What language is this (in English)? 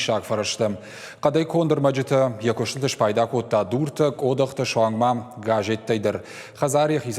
Ossetic